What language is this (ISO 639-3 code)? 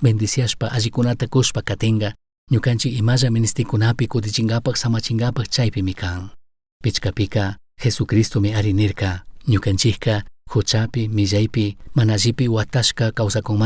qug